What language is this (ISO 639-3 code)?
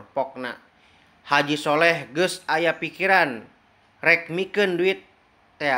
sun